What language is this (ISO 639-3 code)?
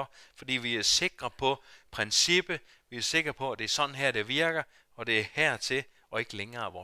dan